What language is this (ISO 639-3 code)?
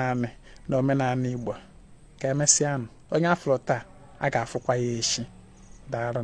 ibo